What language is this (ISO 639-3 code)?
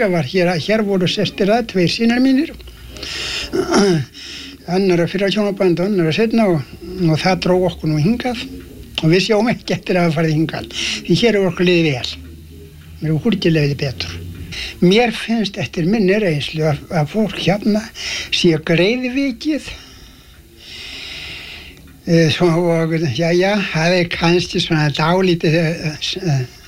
isl